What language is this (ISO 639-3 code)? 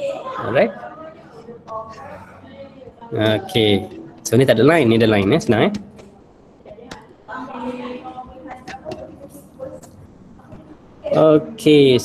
msa